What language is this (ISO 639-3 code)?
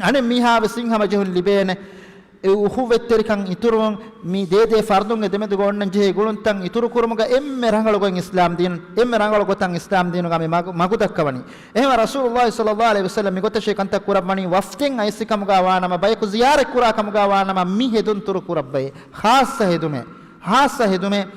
div